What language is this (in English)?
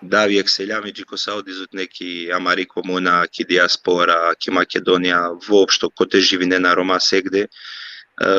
Balkan Romani